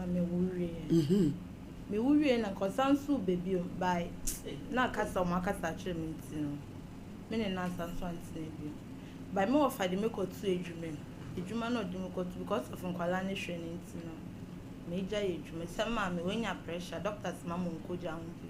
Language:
Akan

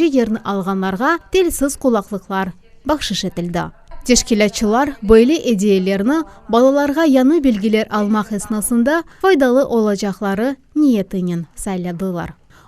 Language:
Crimean Tatar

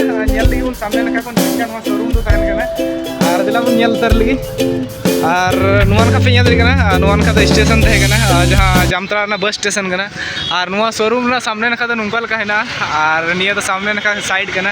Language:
Santali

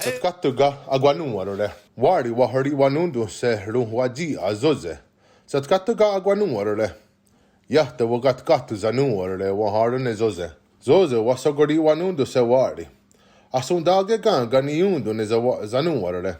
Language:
Mohawk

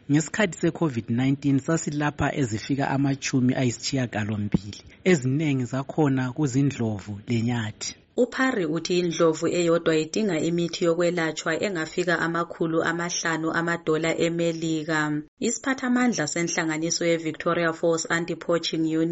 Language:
North Ndebele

